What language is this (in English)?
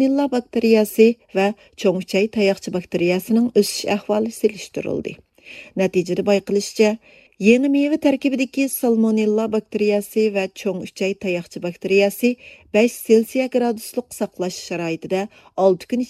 Uyghur